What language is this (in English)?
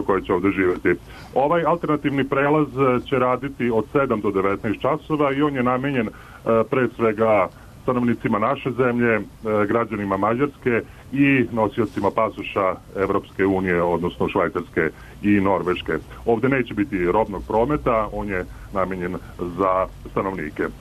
Serbian